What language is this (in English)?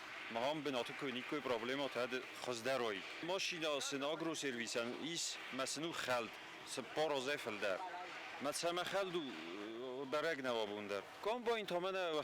Ossetic